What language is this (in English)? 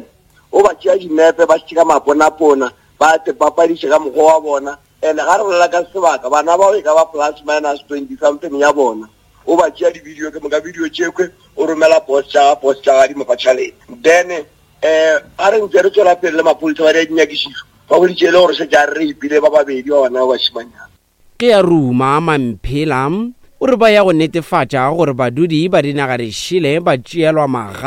Northern Sotho